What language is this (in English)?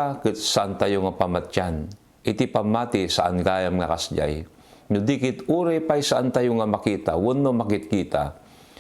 Iloko